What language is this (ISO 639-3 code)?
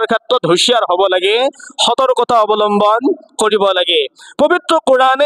asm